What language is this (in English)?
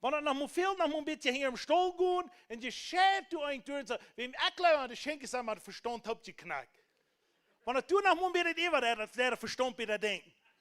Plautdietsch